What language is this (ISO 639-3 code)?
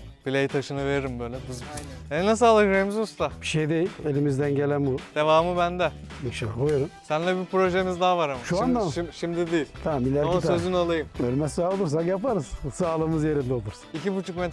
tur